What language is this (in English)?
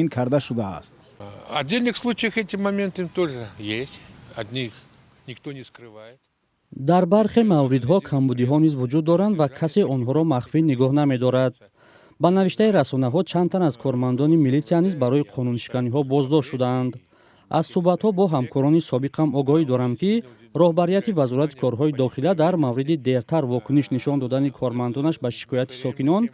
Tajik